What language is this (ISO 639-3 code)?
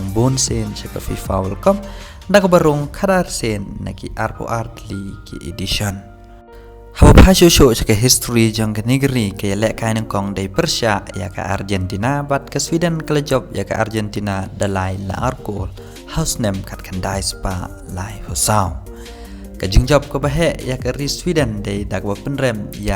kha